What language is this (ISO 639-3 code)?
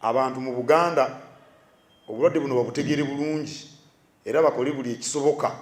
lug